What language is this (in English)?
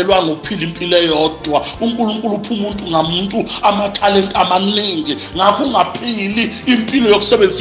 Zulu